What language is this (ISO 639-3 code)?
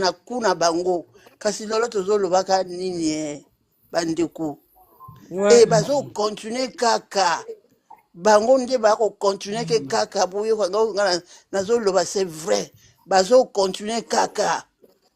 lin